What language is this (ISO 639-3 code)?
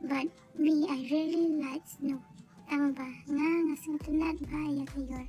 kha